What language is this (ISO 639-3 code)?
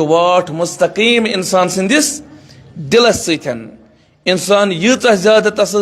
kas